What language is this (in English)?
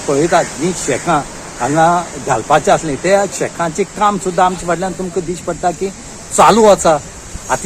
Konkani